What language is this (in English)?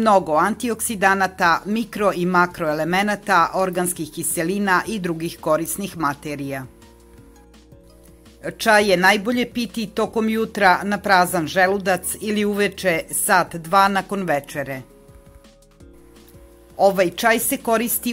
Serbian